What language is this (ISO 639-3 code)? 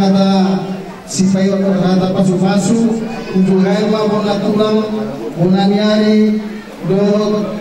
bbc